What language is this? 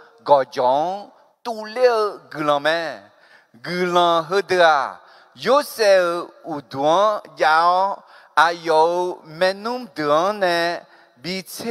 Akha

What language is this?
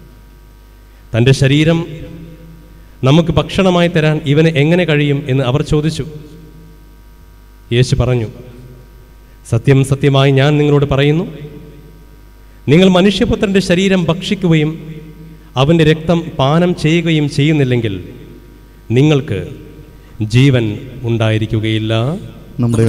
Malayalam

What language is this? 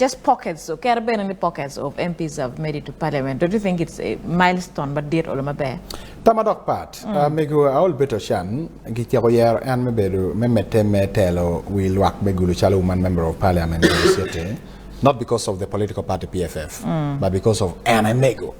Acoli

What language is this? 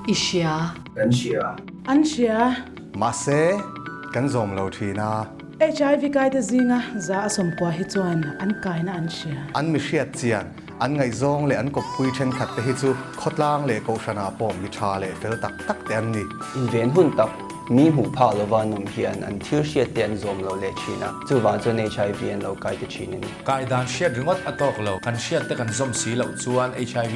Mizo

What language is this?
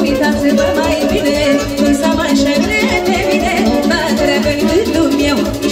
Romanian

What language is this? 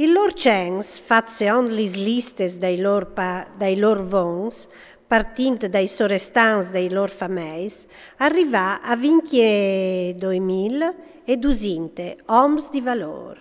Friulian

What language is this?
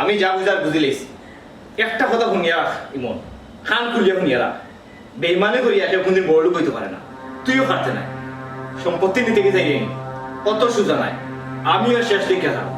Sylheti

